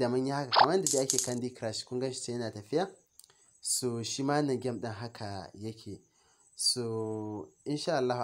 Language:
Hausa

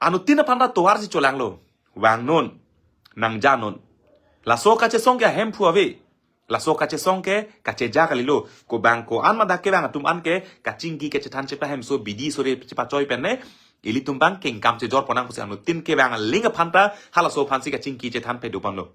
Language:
Karbi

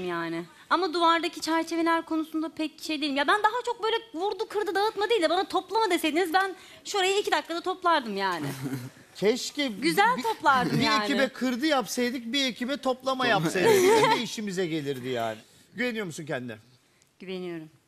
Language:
Turkish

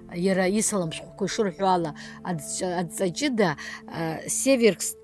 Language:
Abkhazian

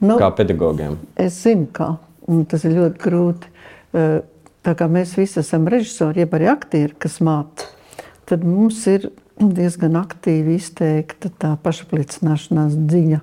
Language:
Latvian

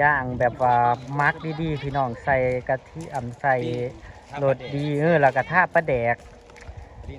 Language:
Northeastern Thai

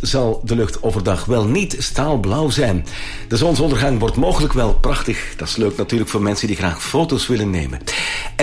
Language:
Dutch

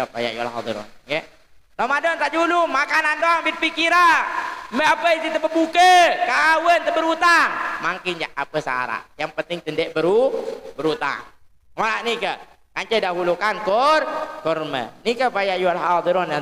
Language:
Sasak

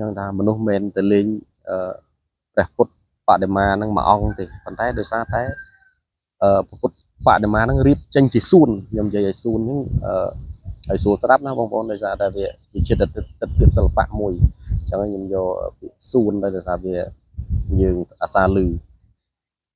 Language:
Khmer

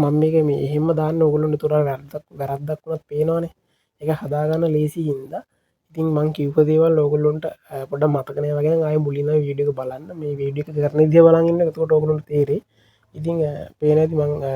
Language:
Sinhala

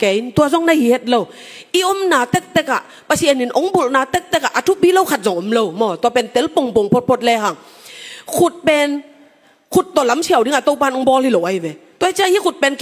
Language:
Tedim Chin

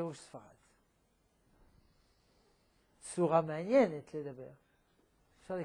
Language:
Hebrew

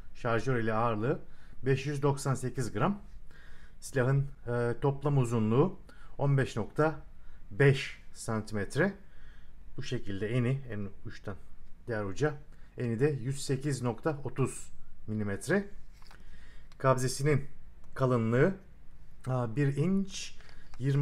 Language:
Turkish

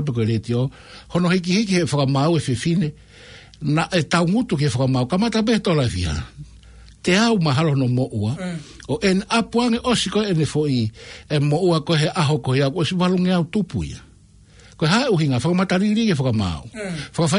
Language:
Tongan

